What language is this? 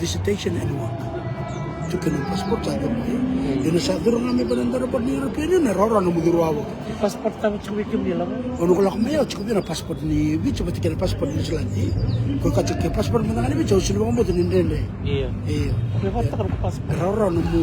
Fijian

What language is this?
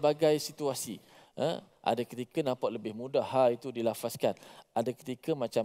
Malay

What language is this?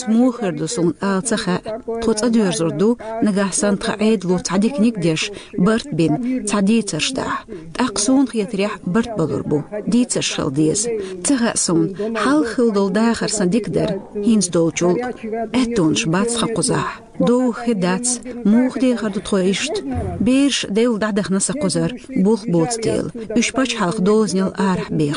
Chechen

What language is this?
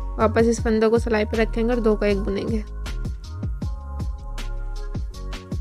Hindi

